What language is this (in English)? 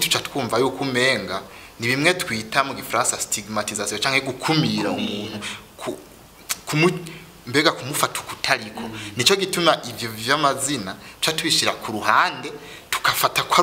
Rundi